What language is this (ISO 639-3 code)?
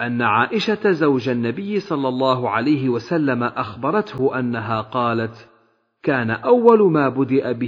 ara